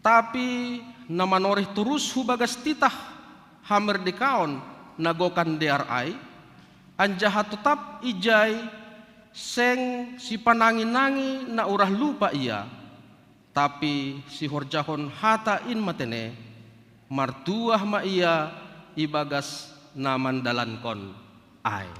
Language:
Batak Simalungun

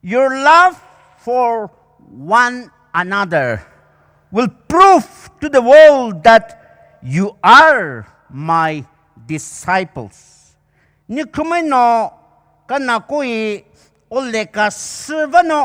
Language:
Poumei Naga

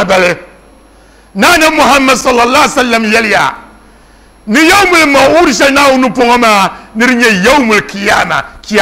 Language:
Dagbani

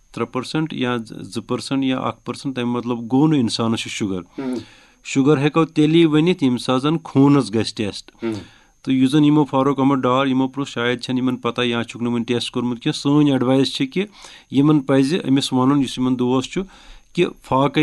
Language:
Kashmiri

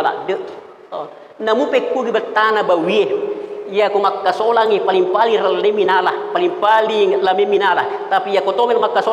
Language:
Buginese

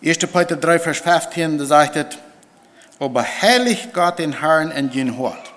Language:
Plautdietsch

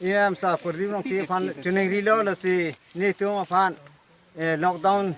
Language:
Karbi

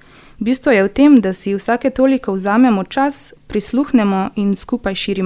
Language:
Slovenian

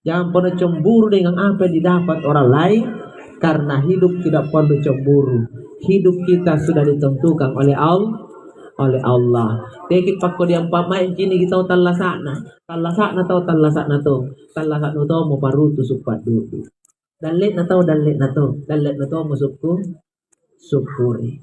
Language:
Makasar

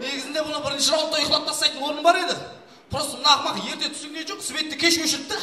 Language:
Kara-Kalpak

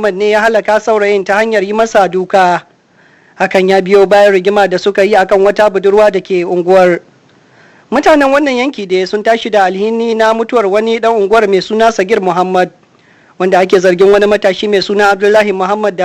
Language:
Hausa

